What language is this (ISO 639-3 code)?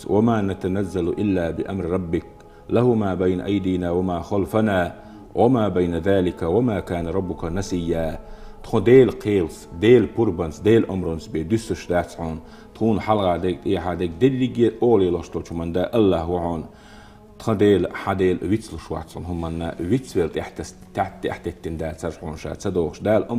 che